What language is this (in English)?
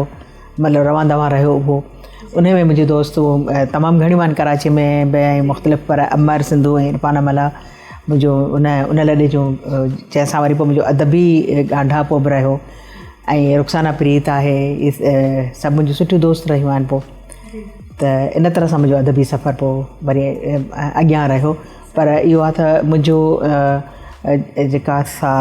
Sindhi